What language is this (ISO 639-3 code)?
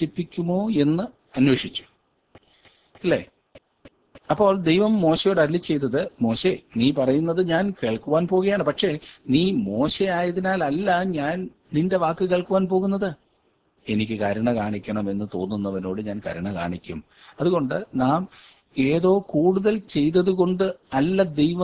mal